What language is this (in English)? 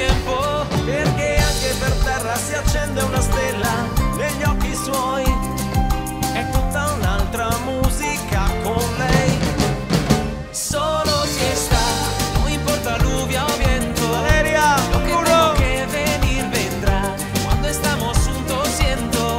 Italian